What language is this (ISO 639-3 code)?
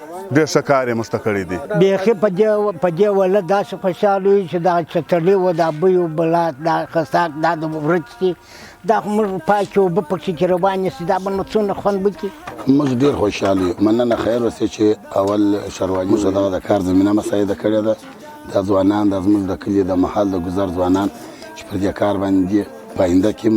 pus